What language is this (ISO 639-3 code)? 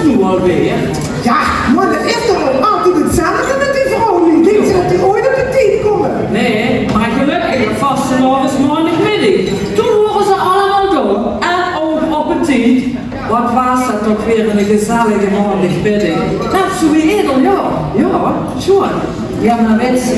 lim